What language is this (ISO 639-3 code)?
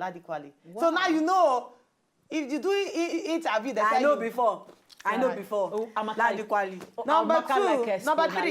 pcm